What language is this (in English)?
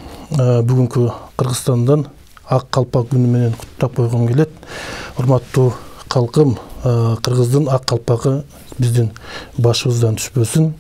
Kyrgyz